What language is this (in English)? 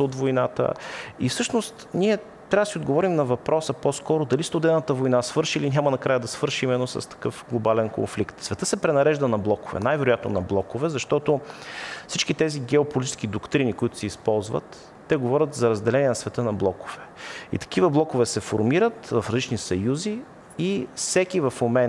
Bulgarian